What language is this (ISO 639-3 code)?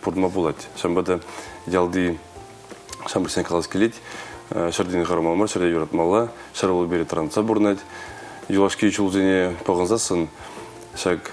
chv